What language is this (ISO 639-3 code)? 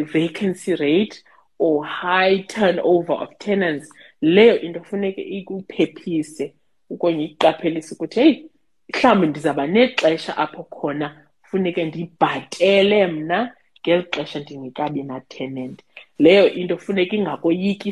xho